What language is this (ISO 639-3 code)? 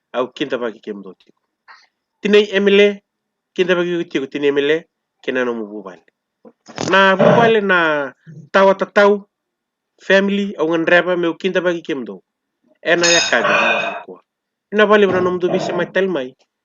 fij